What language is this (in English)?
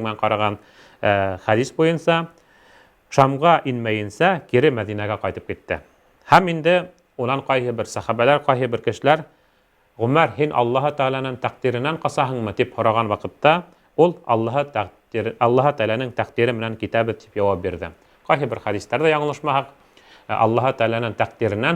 Bashkir